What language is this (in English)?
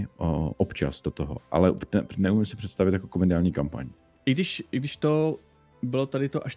Czech